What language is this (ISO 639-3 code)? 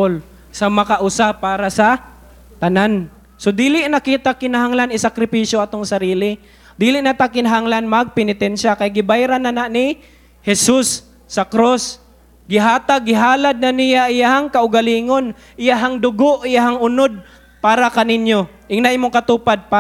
ceb